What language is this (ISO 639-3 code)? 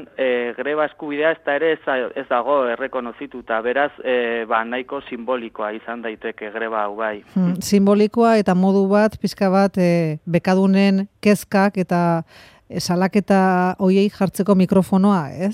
eus